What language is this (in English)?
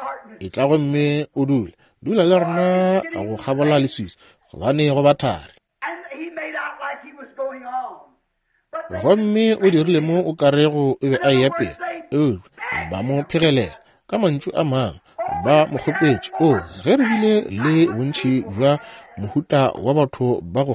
Northern Sotho